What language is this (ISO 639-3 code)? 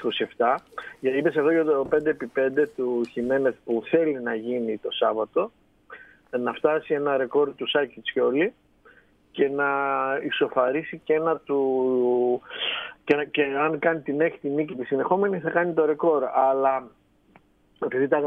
ell